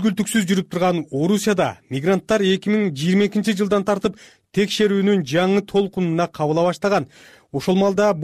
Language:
Kyrgyz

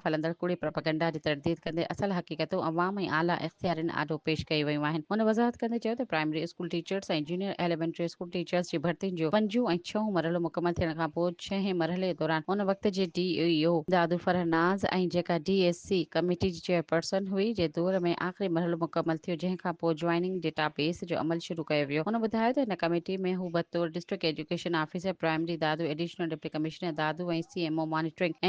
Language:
Sindhi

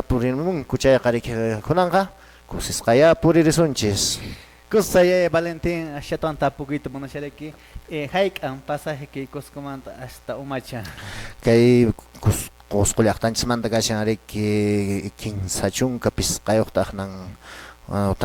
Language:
Quechua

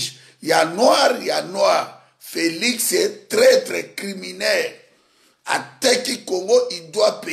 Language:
Lingala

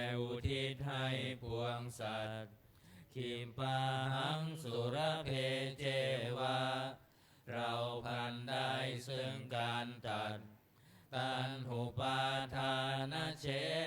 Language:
Pali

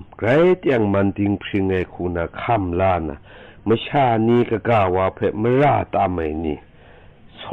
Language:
Kachin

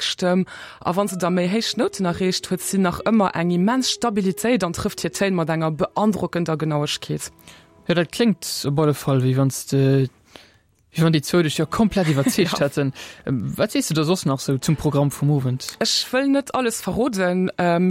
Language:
Luxembourgish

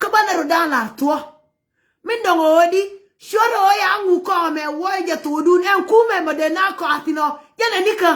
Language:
Nuer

